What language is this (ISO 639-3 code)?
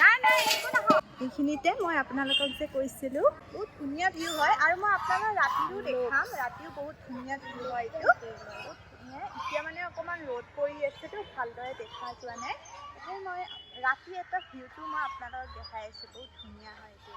asm